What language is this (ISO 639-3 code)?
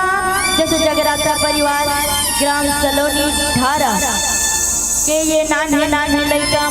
hne